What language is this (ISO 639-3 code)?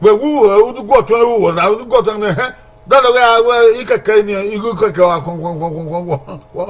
bin